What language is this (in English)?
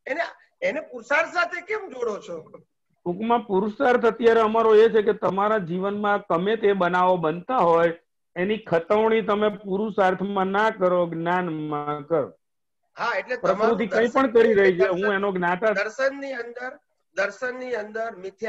Gujarati